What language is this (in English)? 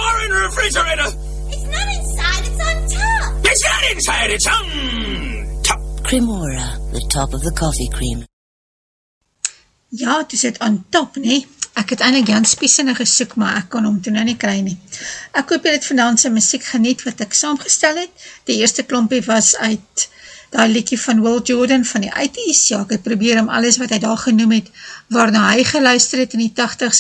Afrikaans